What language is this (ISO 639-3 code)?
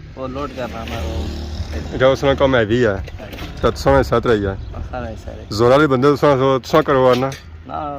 phr